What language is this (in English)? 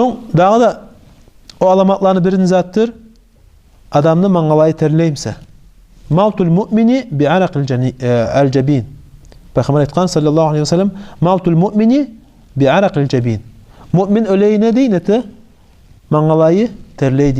Kumyk